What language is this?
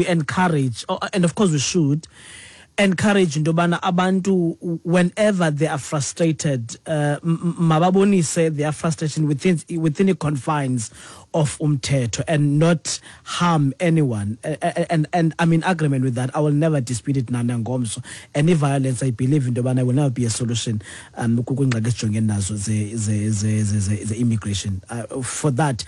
Xhosa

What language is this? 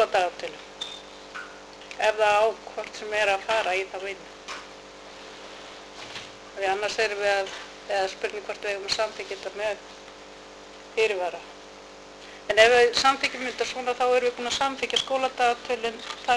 Icelandic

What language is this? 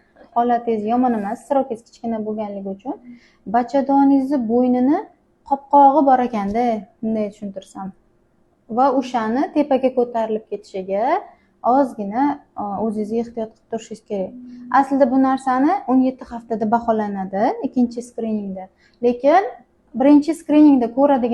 Uzbek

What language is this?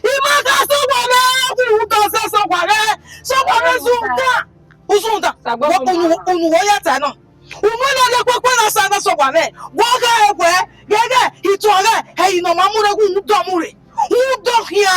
Bini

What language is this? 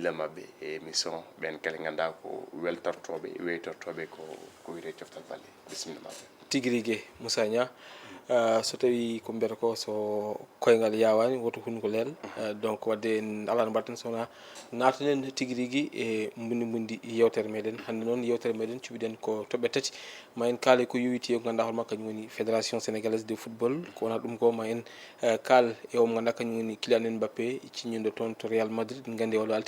Fula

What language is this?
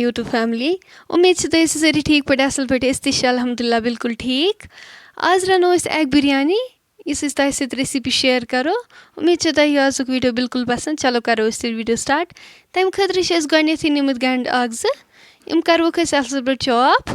Kashmiri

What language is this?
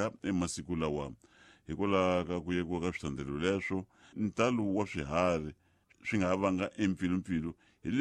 Tsonga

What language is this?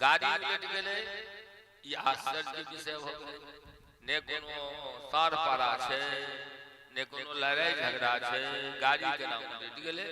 Maithili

